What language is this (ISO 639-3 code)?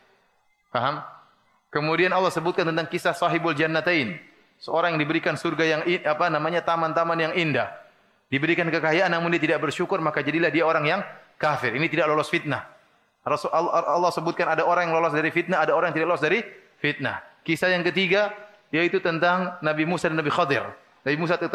ind